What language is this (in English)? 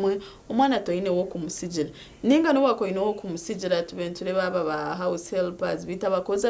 Nyankole